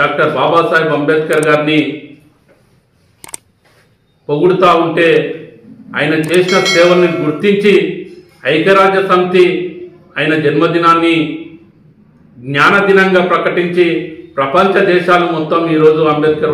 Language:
Telugu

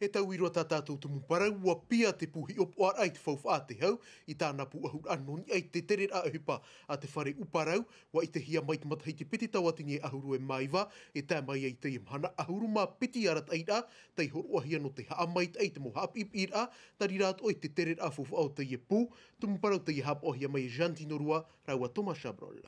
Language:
Tahitian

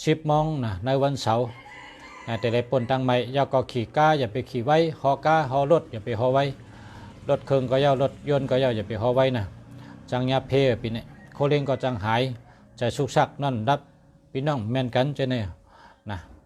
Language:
Shan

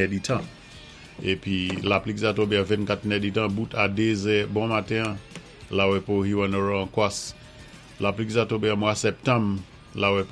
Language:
Saint Lucian Creole French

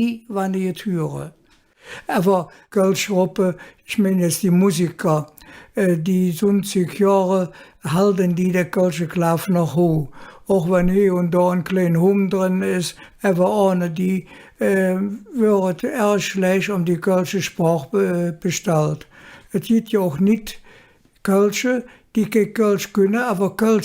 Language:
Colognian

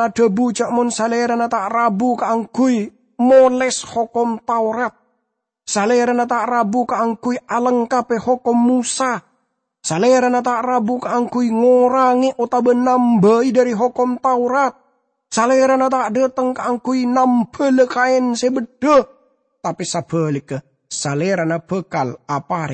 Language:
Madurese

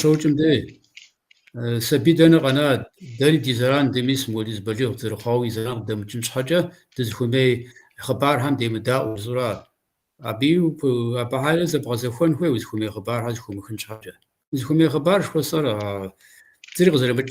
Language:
Kabardian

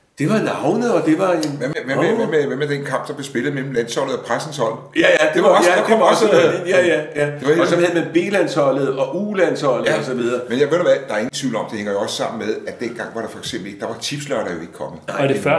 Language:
Danish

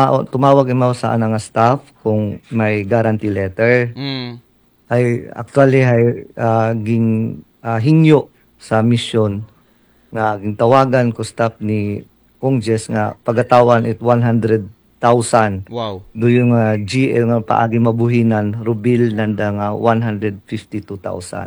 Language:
Aklanon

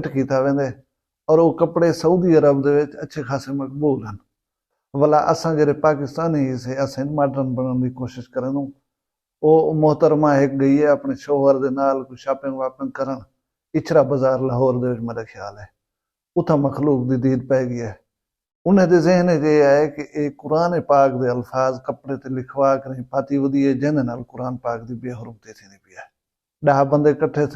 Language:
Saraiki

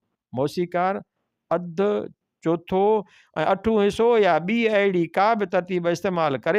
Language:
Sindhi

